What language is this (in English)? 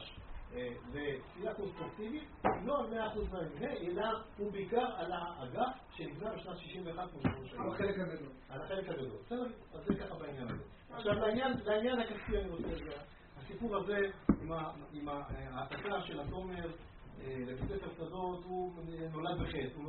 Hebrew